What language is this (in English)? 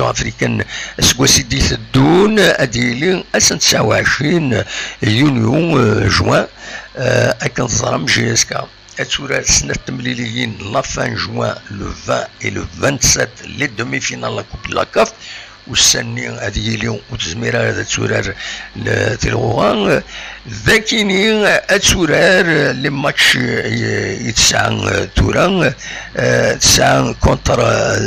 Kabyle